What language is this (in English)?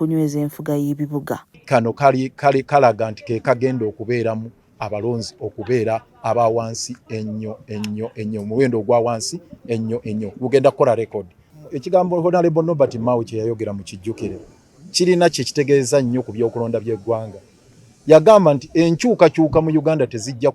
Ganda